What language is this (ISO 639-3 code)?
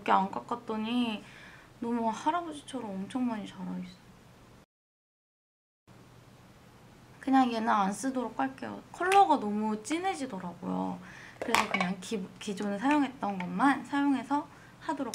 kor